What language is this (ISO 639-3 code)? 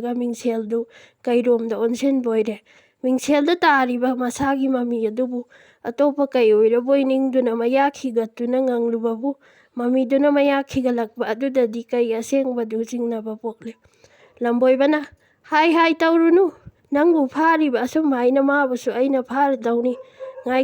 mni